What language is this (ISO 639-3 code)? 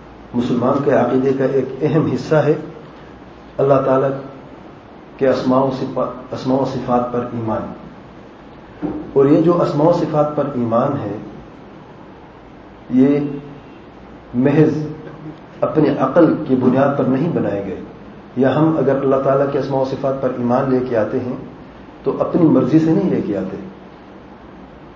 urd